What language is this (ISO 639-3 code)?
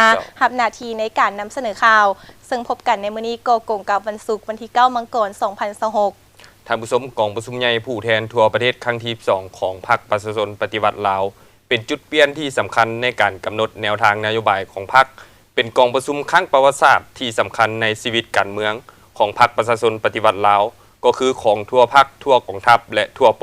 lao